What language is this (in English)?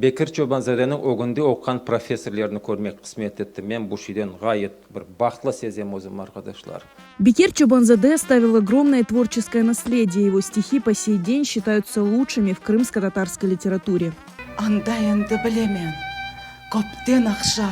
Crimean Tatar